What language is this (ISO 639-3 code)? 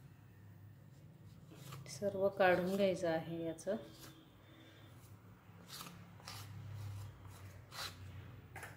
mar